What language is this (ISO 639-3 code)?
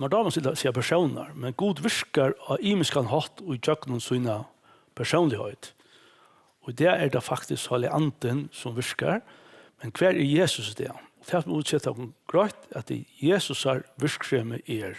fao